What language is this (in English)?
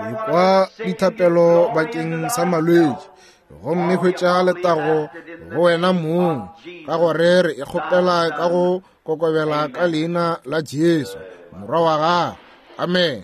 Northern Sotho